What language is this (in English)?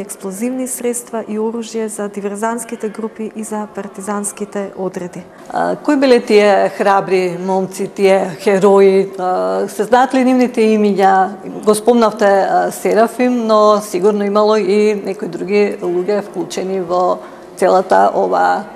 Macedonian